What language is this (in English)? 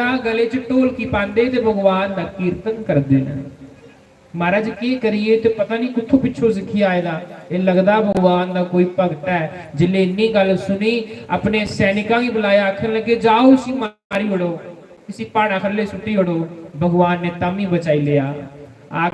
Dogri